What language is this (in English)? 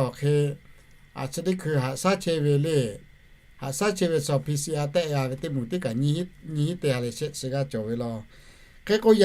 Lahu